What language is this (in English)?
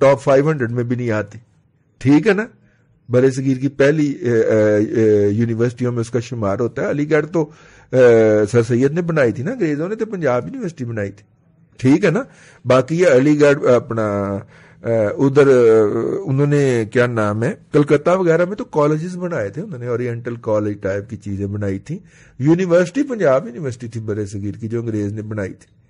Urdu